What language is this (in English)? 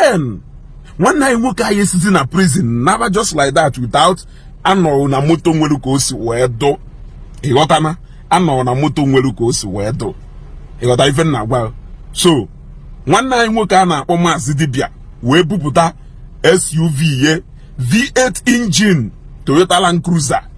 Igbo